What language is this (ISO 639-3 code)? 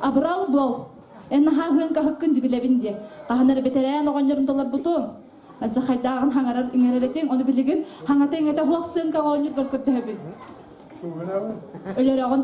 sah